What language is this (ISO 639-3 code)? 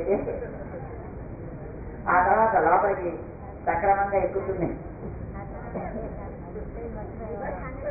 tel